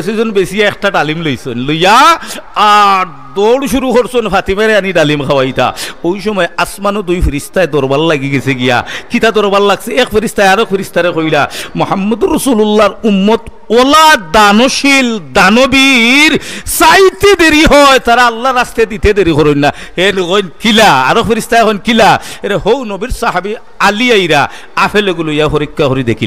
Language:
Sylheti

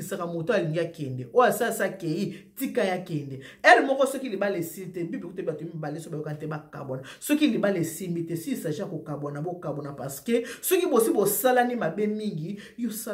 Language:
Lingala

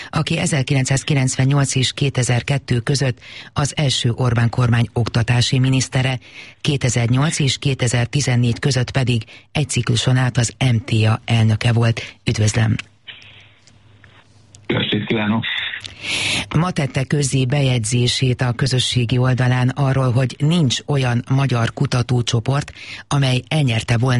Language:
Hungarian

